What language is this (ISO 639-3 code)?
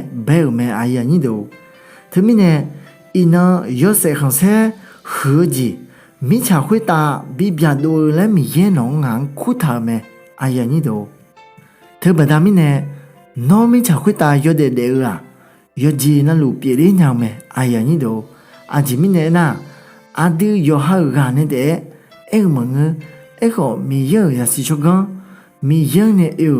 ahk